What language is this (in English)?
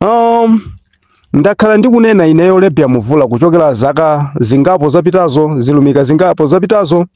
Nyanja